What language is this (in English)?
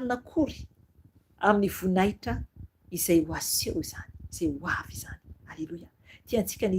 Malagasy